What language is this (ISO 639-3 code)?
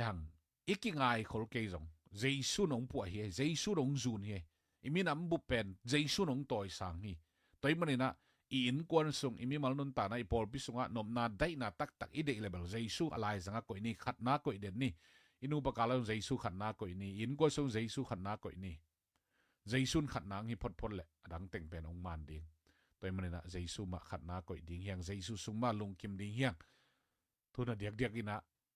ctd